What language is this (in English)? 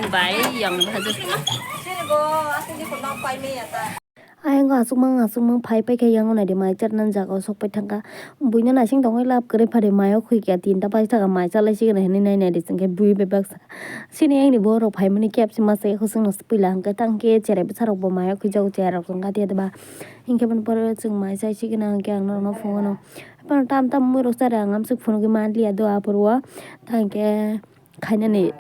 Kok Borok